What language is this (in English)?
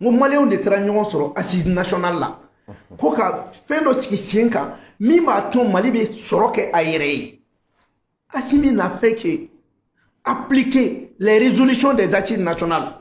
Bambara